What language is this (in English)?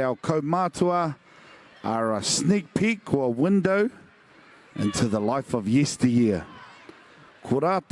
Māori